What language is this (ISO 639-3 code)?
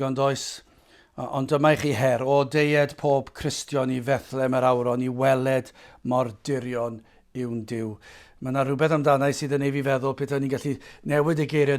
cym